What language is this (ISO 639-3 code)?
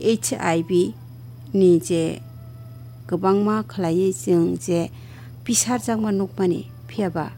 trp